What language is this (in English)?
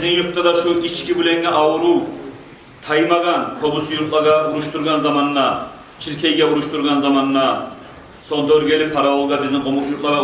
Kumyk